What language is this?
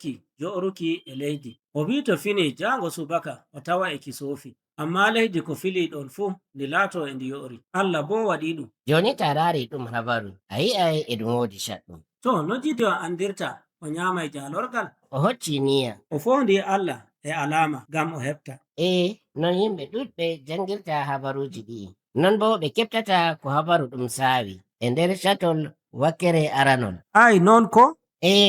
Fula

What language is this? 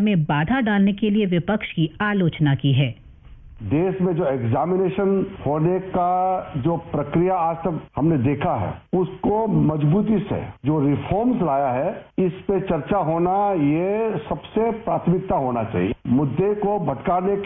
Hindi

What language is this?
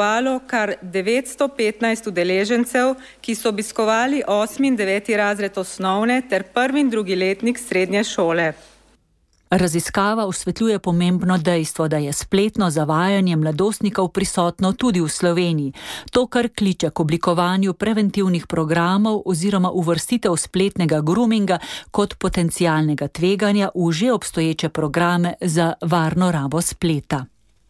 Slovenian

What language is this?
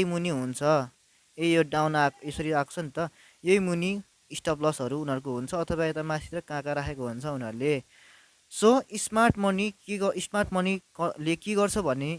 Nepali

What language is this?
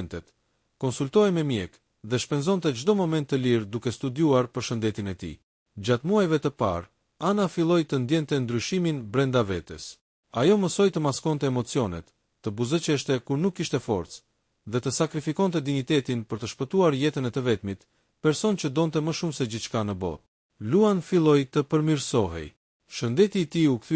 Albanian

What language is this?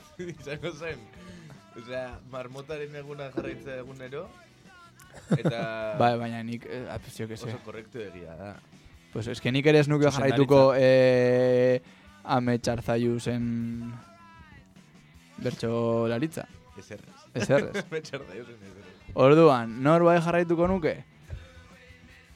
Basque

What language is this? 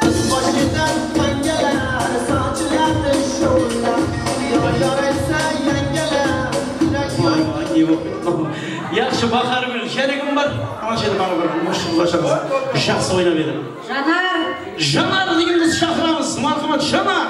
Kara-Kalpak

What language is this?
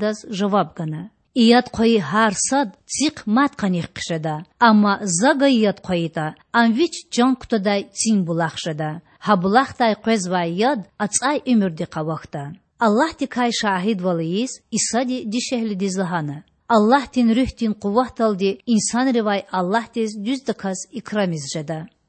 Lezghian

